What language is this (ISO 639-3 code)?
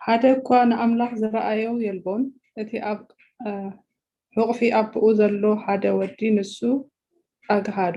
tir